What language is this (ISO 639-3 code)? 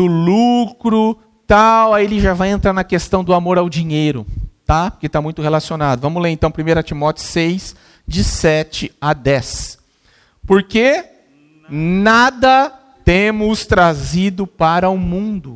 por